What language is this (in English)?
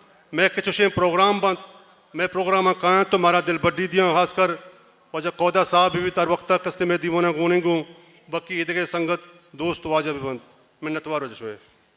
Baluchi